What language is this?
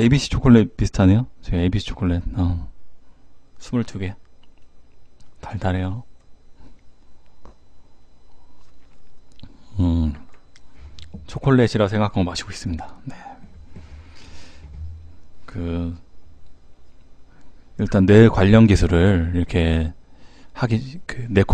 Korean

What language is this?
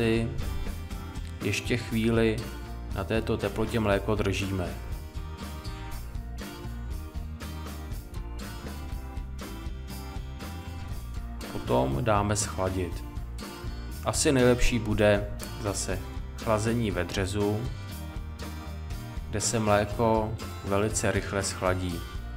Czech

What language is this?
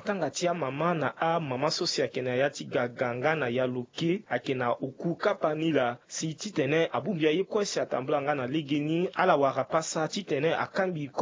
Sango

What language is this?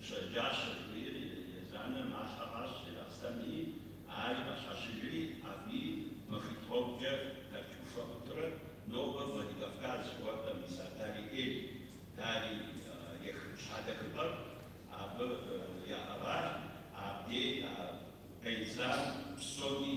Kabardian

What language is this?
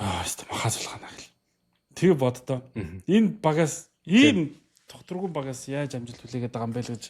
Mongolian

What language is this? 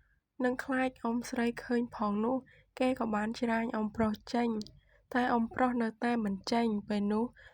Khmer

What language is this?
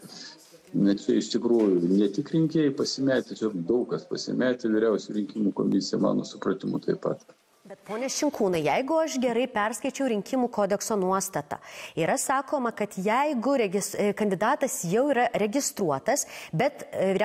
Lithuanian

